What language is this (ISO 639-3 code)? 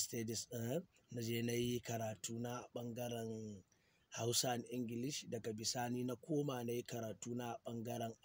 hau